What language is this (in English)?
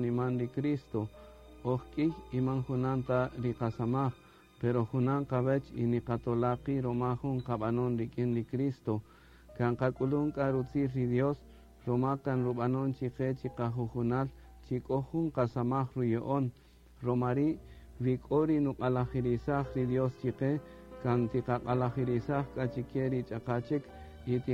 Kaqchikel